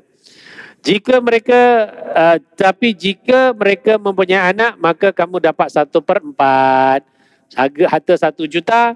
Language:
Malay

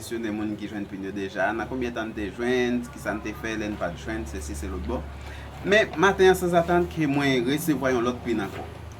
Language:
Haitian Creole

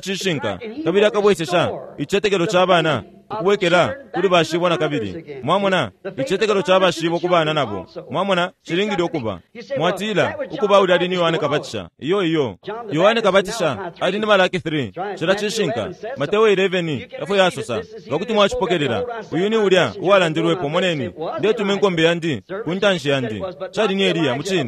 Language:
Bemba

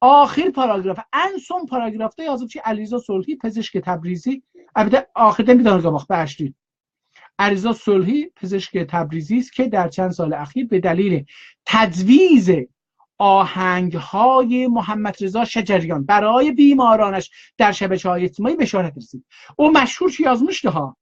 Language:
South Azerbaijani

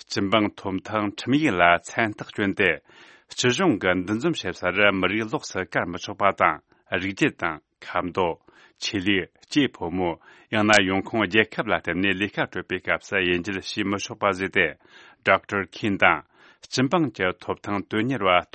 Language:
Tibetan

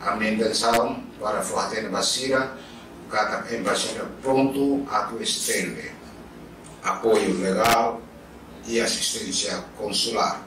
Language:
Tetum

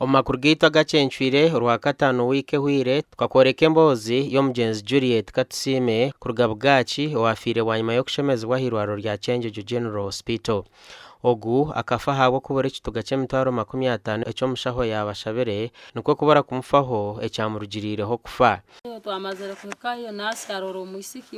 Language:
Nyankole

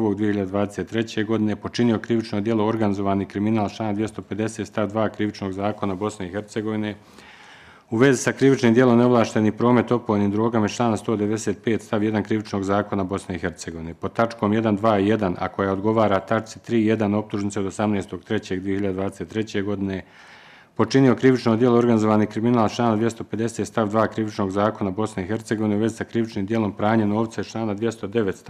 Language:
Bosnian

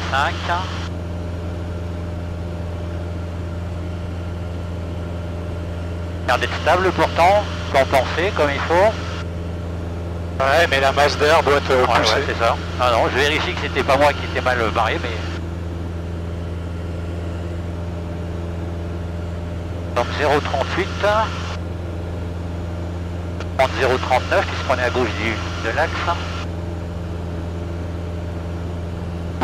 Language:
French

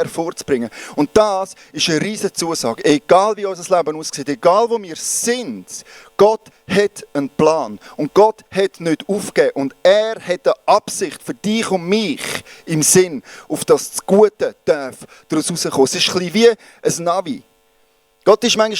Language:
Swiss German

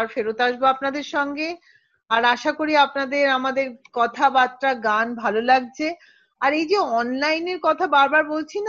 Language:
Bangla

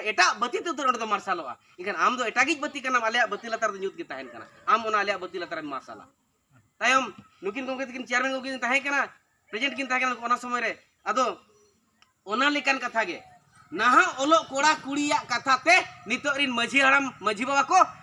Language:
Santali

